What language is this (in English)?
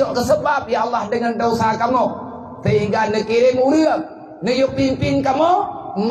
Achinese